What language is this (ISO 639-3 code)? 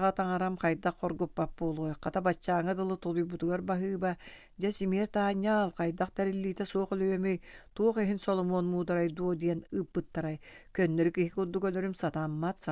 sah